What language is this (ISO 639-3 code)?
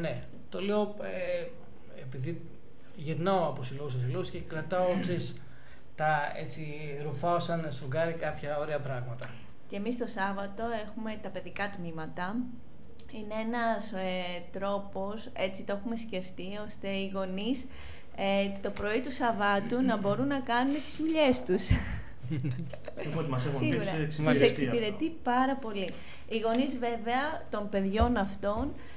ell